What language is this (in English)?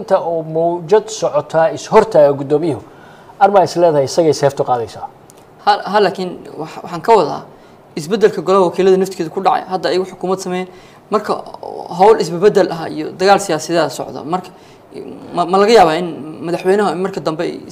Somali